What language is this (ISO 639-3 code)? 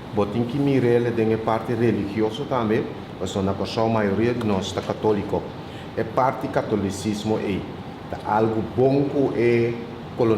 pap